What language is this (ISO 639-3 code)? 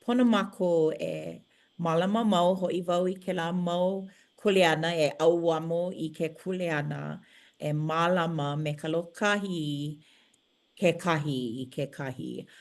haw